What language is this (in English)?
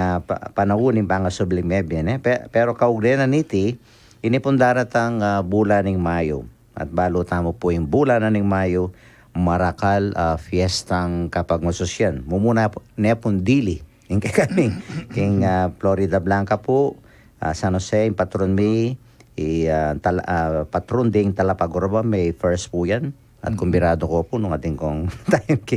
Pampanga